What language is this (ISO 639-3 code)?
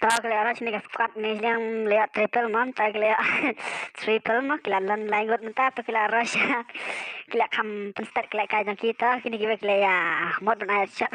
kha